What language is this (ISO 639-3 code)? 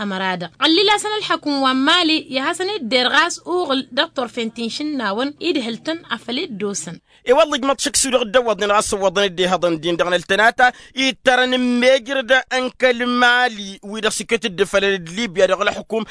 taq